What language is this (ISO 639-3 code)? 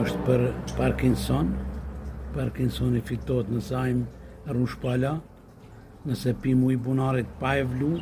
sqi